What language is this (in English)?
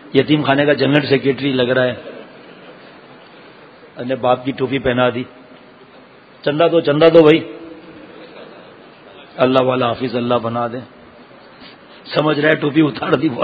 Urdu